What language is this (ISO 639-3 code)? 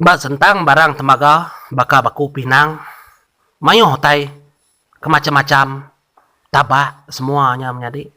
iba